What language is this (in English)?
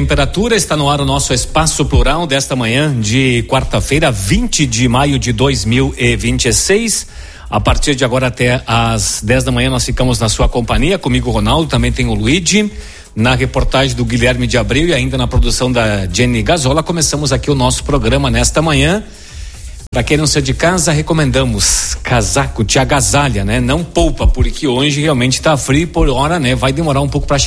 Portuguese